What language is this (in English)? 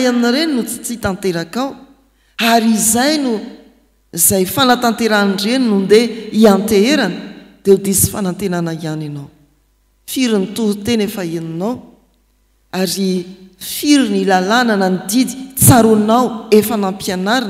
Malagasy